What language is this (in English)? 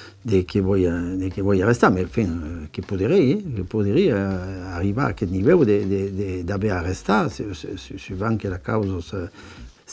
Occitan